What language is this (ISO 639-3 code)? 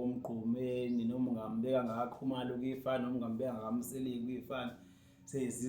zul